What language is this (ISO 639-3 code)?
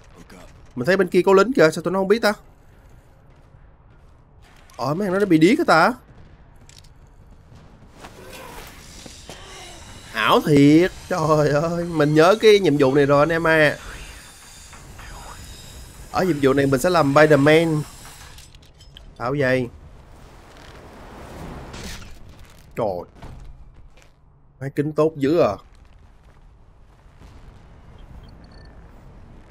vie